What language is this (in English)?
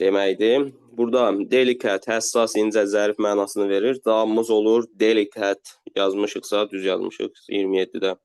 Azerbaijani